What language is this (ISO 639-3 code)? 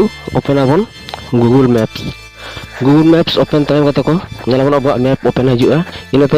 sat